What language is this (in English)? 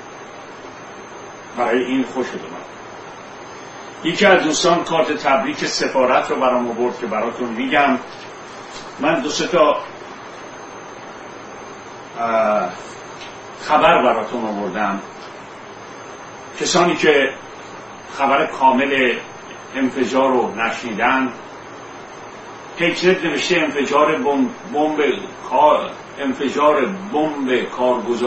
Persian